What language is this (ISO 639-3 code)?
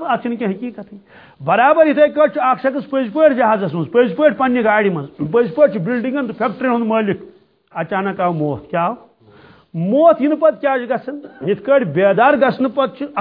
kas